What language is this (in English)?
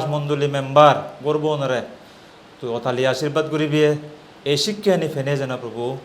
Chakma